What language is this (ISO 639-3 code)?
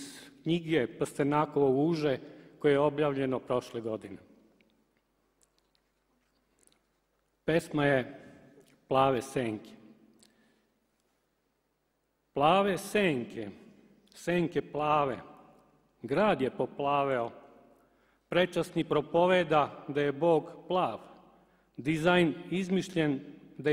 srp